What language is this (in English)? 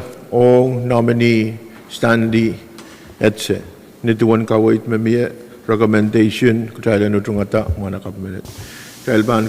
Pohnpeian